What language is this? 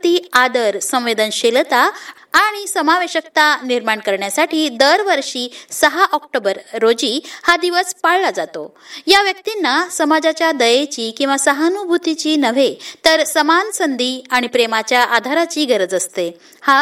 Marathi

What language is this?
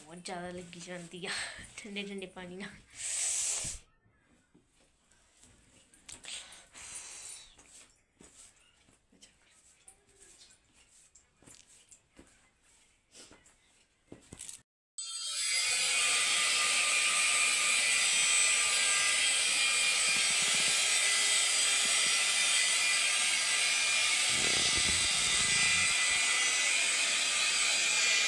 Punjabi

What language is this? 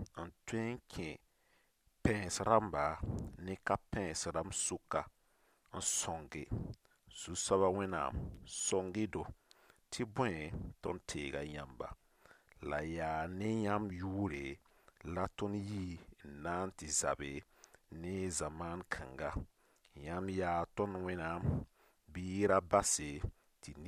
Mossi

